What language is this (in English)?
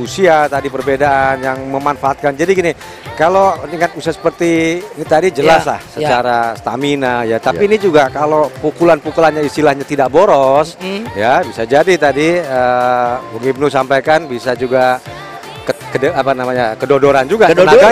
Indonesian